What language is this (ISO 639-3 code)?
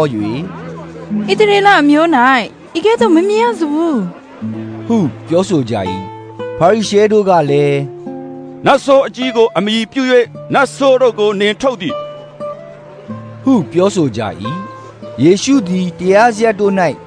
mya